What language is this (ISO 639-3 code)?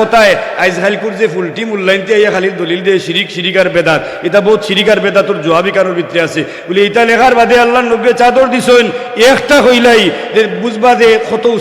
syl